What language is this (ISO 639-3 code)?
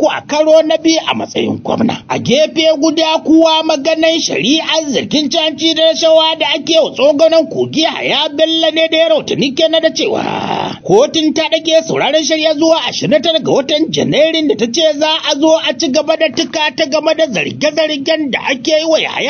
hau